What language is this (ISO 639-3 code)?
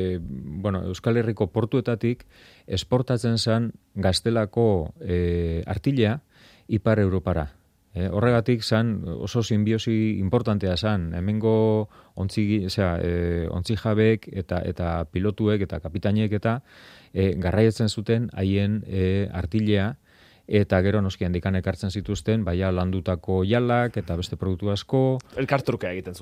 eus